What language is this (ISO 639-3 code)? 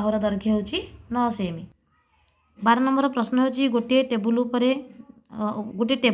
ori